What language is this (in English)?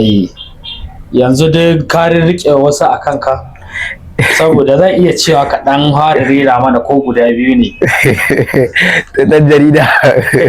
Hausa